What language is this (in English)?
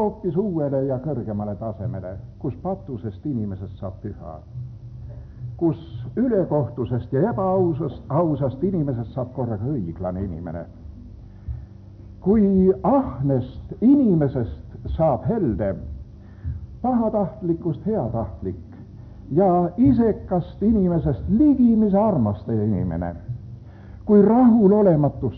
Estonian